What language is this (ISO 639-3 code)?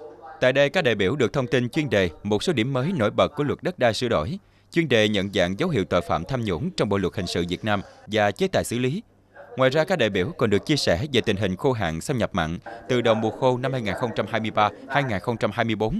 vie